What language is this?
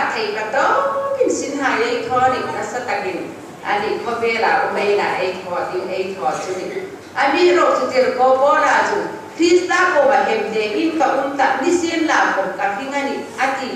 Hmar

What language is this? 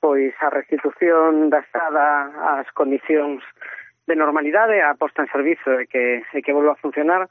Galician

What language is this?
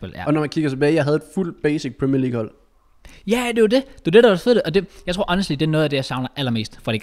Danish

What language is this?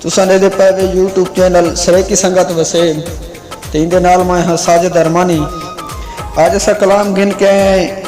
Saraiki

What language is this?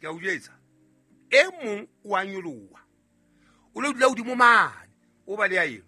Southern Sotho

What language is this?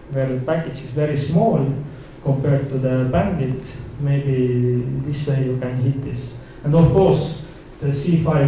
English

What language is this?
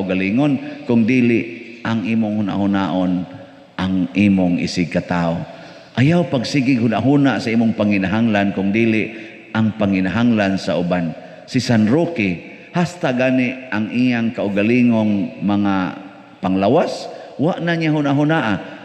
Cebuano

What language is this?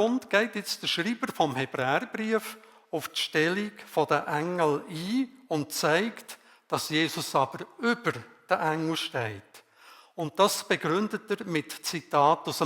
Swiss German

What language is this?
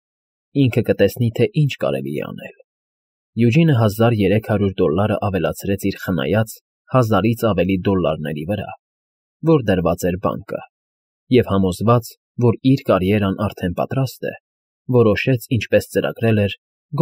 Armenian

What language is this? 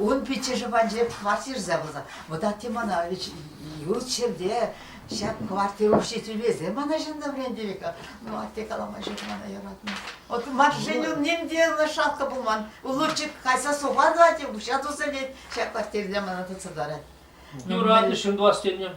Chuvash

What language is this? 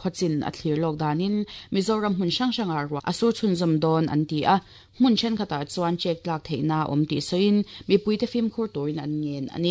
Mizo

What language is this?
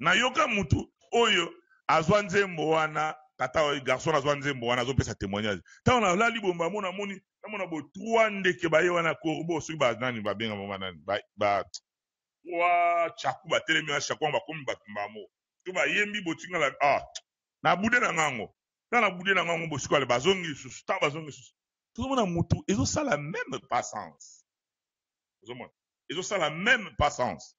Lingala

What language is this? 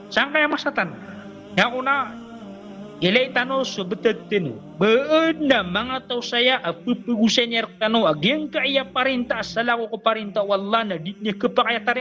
Maranao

